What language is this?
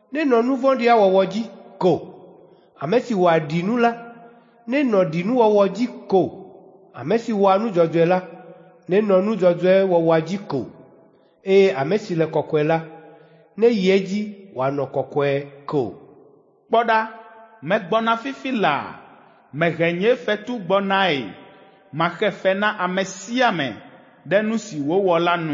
Ewe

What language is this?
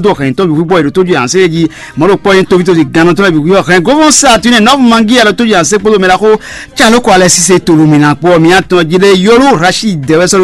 Fon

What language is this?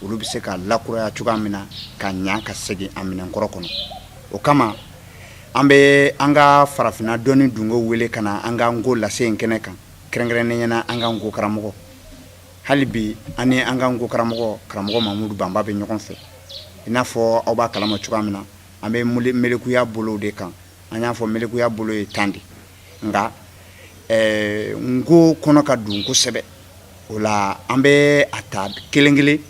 Bambara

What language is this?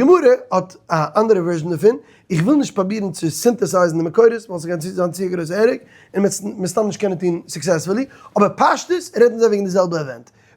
Yiddish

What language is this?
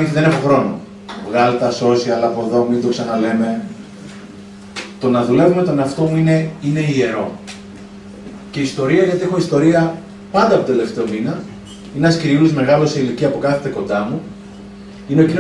Greek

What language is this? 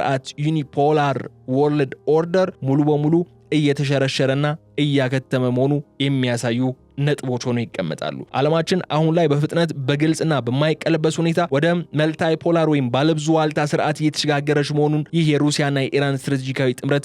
Amharic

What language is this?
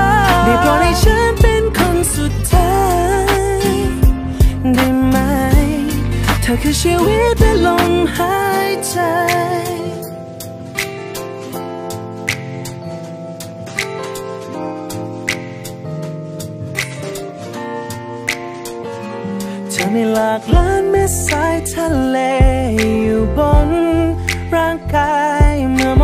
Thai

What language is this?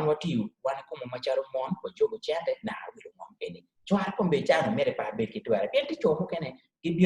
Acoli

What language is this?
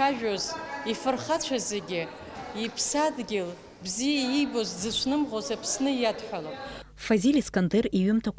Abkhazian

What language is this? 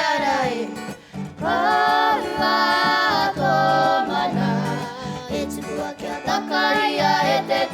Māori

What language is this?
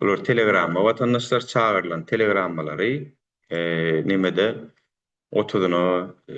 Turkmen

